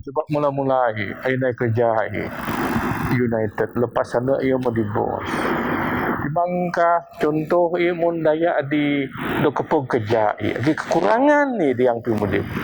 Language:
Biatah Bidayuh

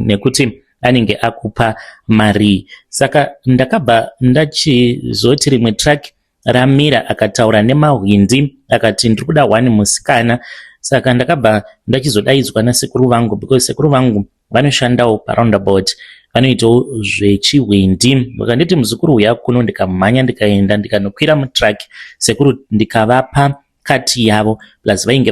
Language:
Shona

